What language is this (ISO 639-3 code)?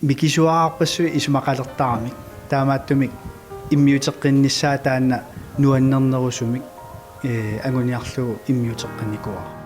kal